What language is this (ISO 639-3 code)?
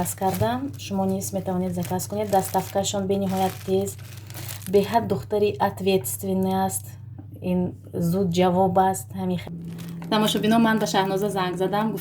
tgk